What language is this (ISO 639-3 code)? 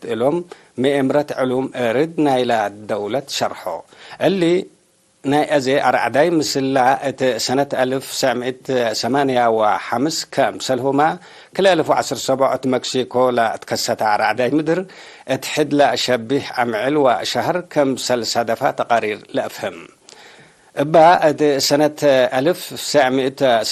tig